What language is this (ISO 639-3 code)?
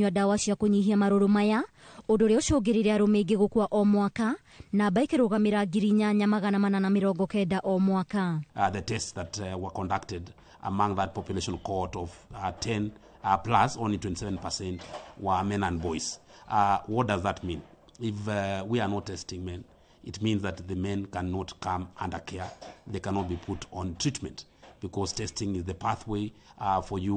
kik